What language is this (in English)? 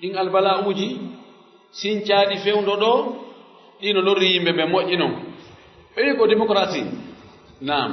Pular